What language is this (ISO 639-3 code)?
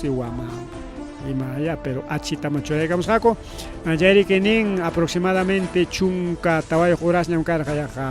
quy